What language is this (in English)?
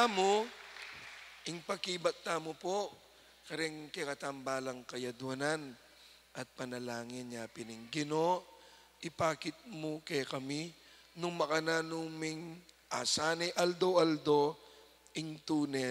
Pampanga